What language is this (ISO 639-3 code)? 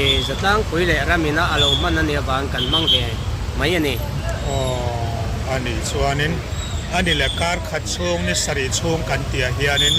lus